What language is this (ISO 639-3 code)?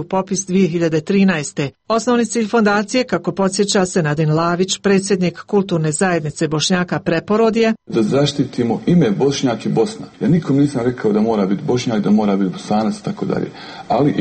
srp